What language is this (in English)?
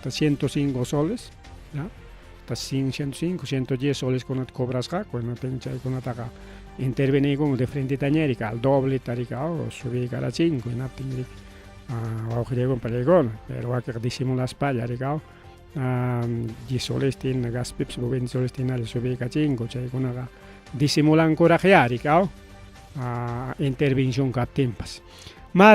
Ayacucho Quechua